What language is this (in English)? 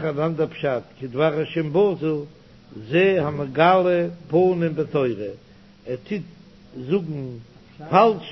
Yiddish